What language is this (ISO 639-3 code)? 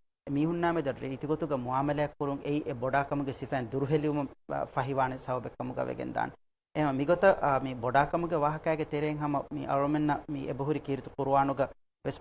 div